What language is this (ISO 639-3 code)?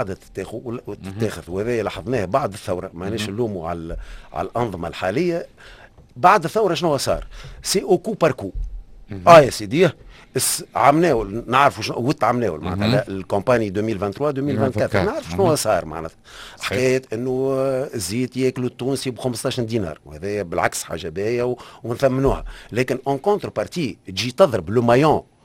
aeb